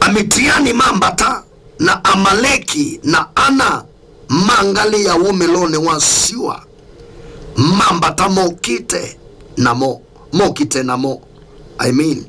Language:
Kamba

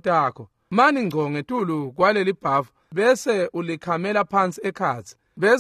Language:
Swati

